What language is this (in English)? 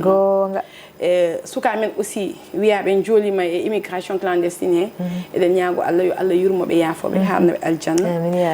Fula